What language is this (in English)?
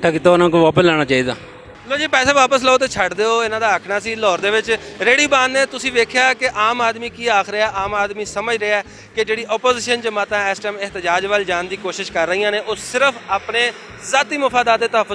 Western Panjabi